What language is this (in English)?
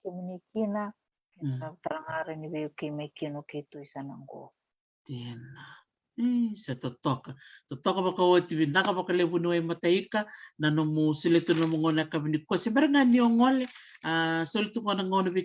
Fijian